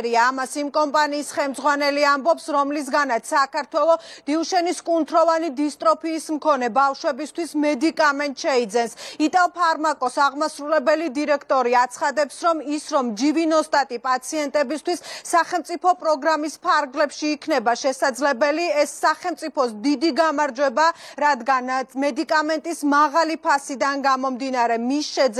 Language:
Georgian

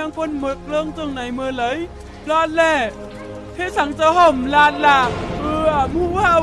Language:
Shan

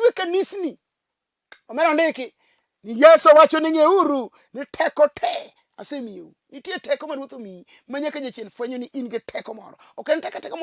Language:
Luo (Kenya and Tanzania)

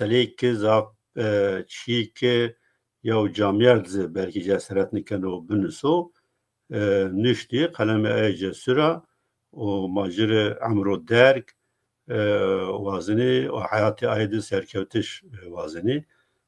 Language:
Zaza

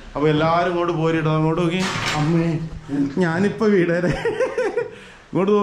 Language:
Malayalam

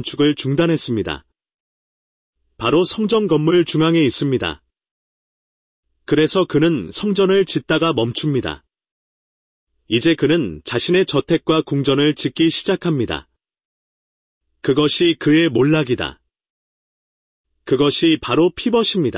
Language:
Korean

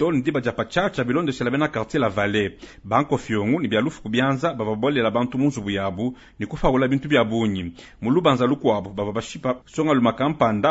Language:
Luba-Lulua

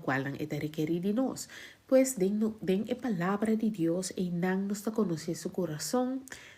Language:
Papiamento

